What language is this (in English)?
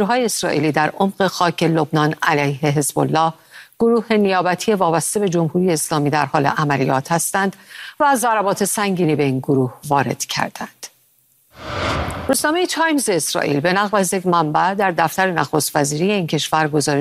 Persian